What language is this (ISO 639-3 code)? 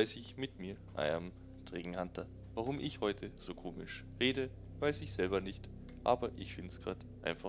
bar